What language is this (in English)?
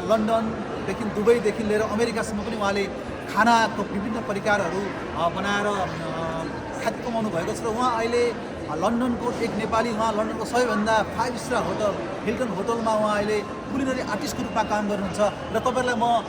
Nepali